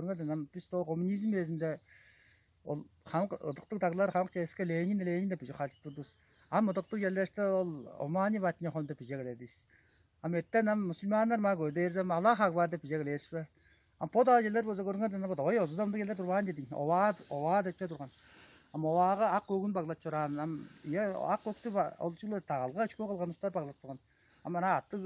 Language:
Tuvinian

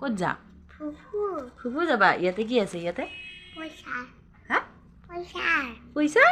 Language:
Assamese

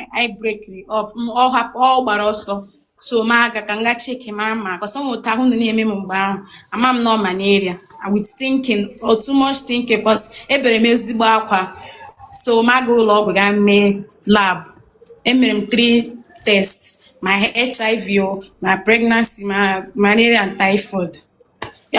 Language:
Igbo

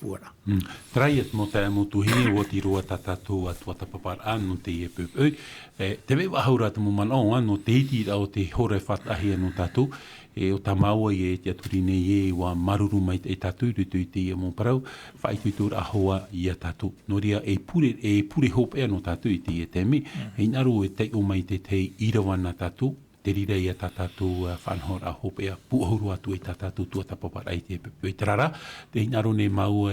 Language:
Tahitian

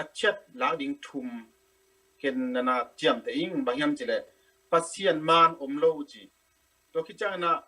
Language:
Tedim Chin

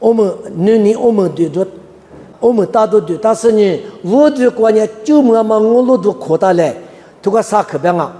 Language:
Lisu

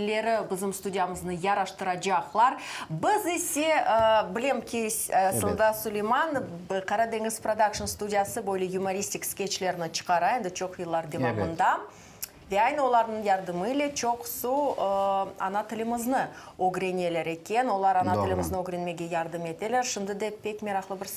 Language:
Crimean Tatar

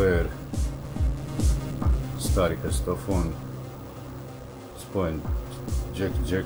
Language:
Croatian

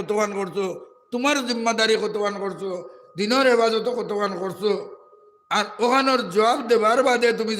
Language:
Sylheti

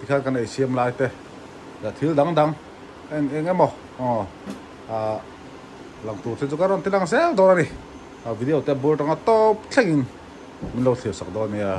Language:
Mizo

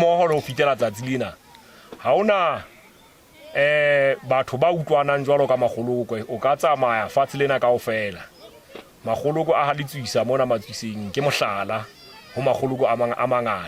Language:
Southern Sotho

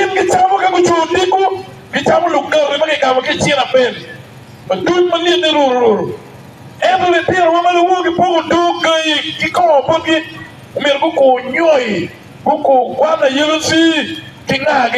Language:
Acoli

